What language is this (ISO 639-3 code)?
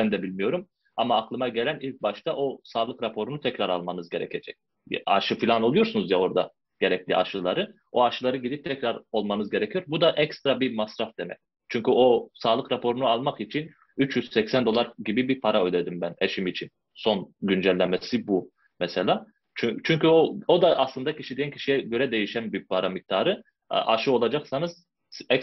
tur